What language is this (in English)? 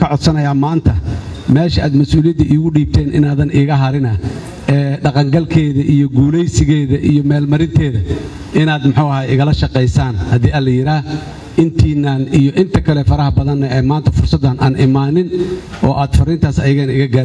Somali